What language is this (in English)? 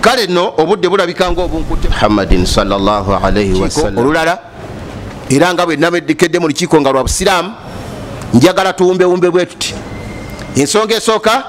Ganda